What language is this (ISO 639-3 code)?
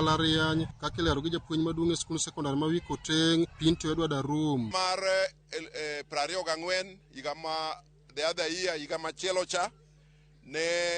luo